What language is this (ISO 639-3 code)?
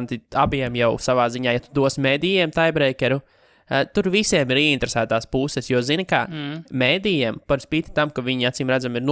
lav